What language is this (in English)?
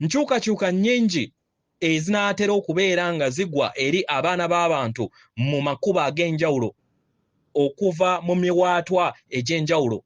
Ganda